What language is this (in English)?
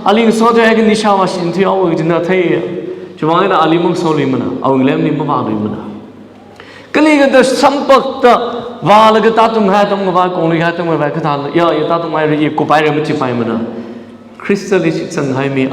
Tangkhul Naga (India)